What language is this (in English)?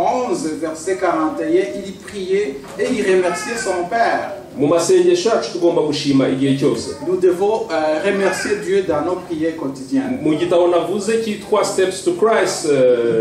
Kinyarwanda